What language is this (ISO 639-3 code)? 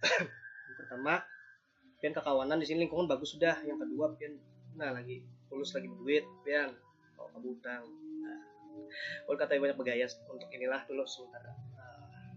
bjn